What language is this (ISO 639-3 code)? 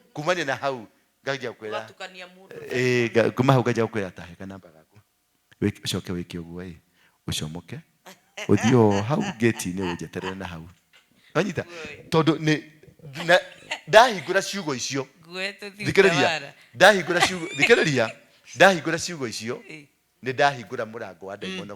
kik